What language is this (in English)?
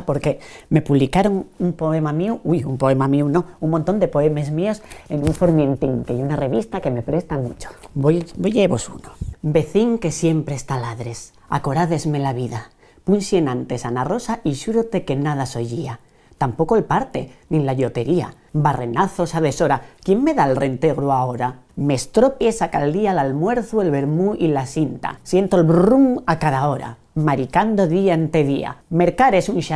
Asturian